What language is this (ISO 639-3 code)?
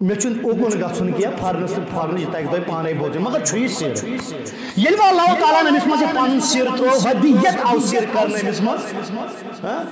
kas